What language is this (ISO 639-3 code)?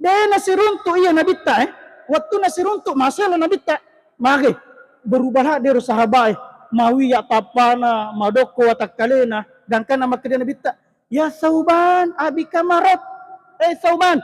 bug